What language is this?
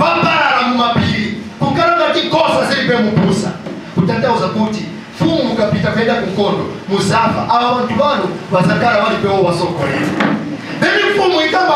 Nyanja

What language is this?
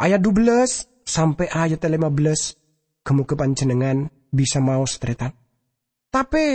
Madurese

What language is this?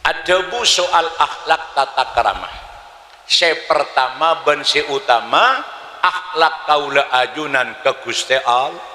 Madurese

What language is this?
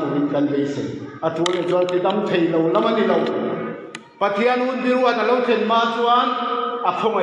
Mizo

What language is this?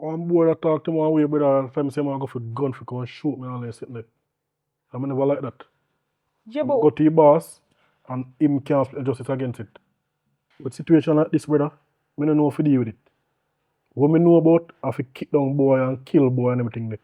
Jamaican Creole English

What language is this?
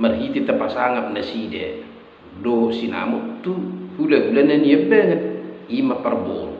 Batak Toba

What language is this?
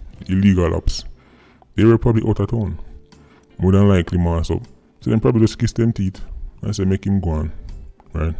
Jamaican Creole English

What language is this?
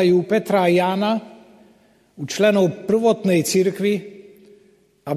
Slovak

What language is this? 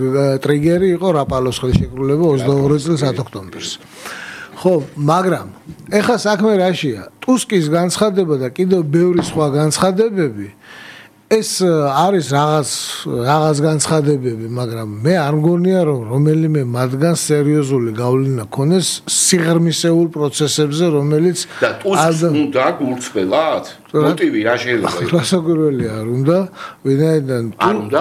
Georgian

